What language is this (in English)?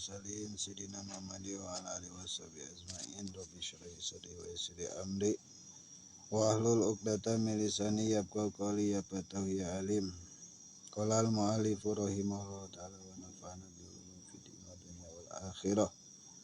Sundanese